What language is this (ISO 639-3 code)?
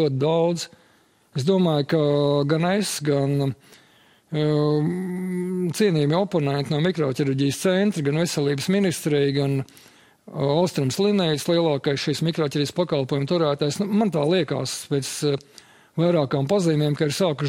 lav